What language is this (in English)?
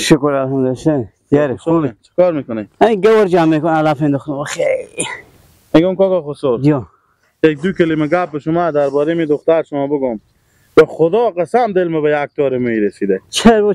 Persian